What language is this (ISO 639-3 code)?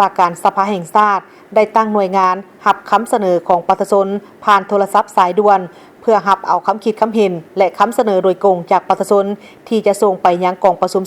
lao